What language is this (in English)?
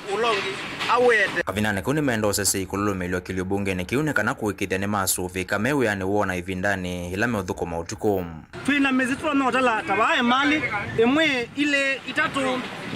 Kamba